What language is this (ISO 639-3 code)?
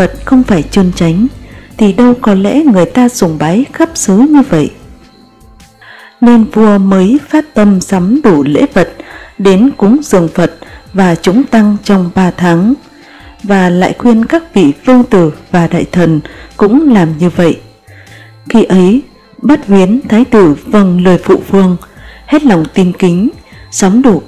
vie